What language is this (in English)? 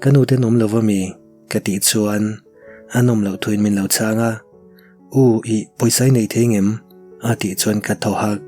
Mizo